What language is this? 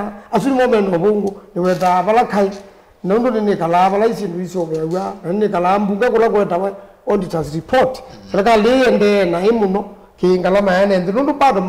Kamba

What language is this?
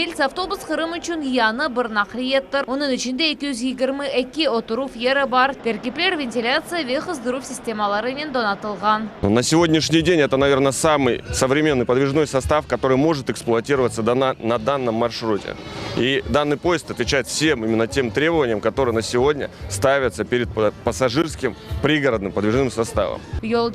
Crimean Tatar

